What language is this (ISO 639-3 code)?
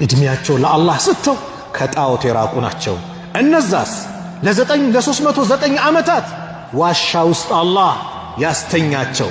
amh